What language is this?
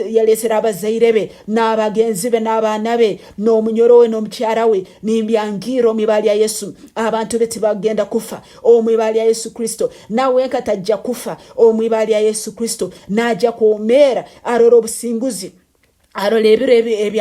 Nyankole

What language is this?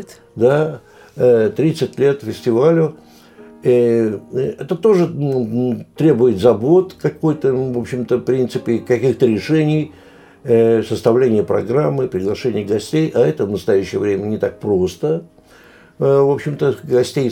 Russian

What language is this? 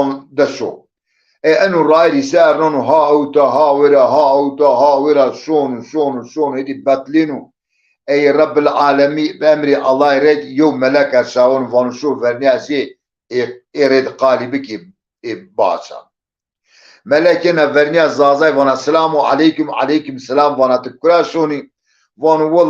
Zaza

